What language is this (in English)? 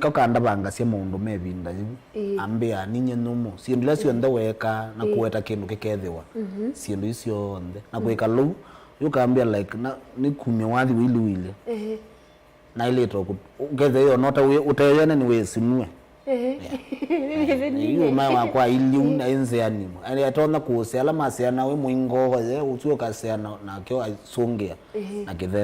Kamba